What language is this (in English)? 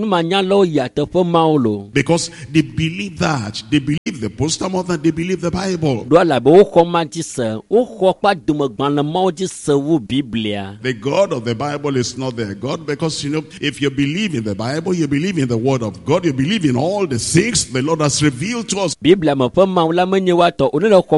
Ewe